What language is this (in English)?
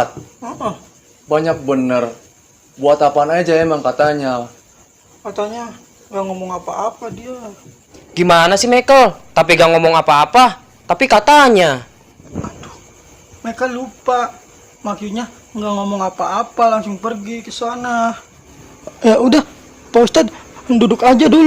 Betawi